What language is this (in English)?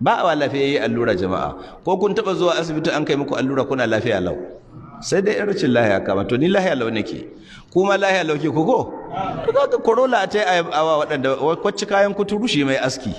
Hausa